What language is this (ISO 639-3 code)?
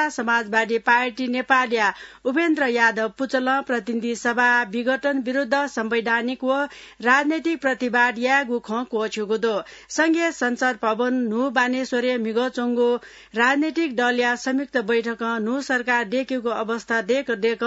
new